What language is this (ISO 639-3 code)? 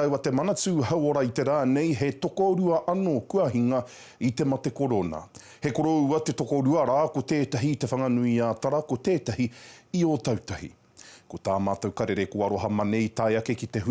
mri